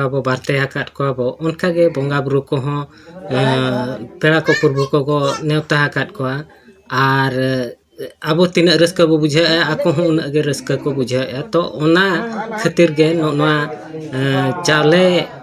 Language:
Santali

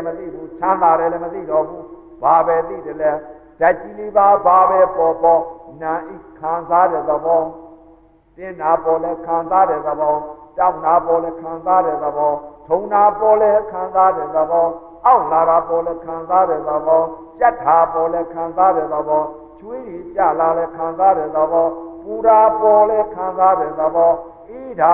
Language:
Burmese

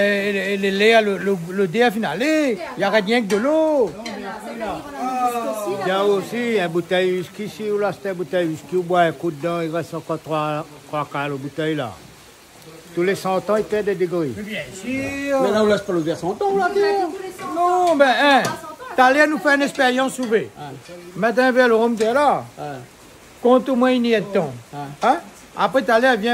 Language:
French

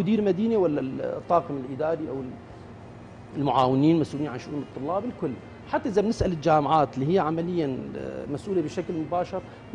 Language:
North Levantine Arabic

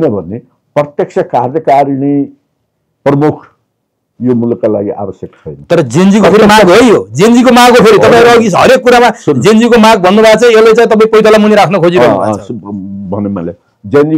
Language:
Nepali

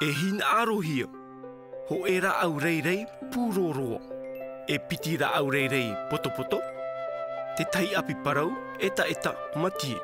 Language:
Tahitian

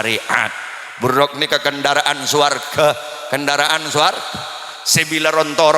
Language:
Madurese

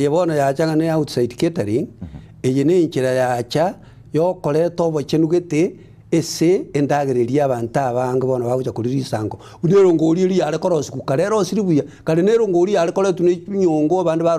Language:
Gusii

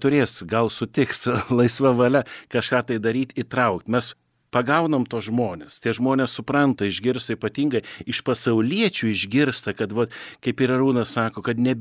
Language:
Lithuanian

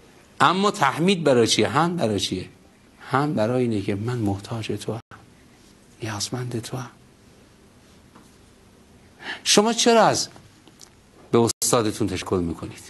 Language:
Persian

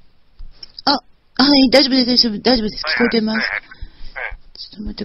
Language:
Japanese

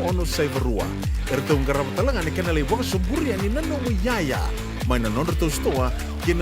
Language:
Fijian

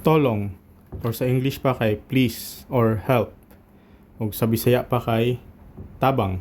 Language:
Cebuano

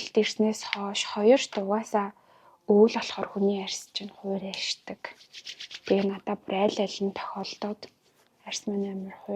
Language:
Mongolian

